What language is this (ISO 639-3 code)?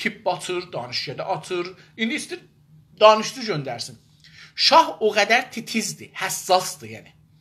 azb